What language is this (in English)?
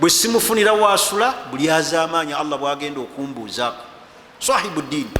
Ganda